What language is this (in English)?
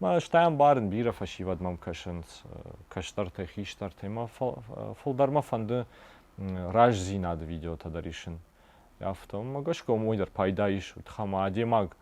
Ossetic